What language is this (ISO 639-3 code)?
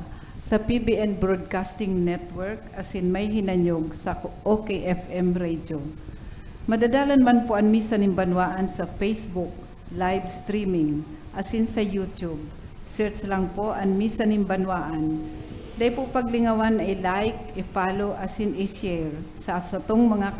bik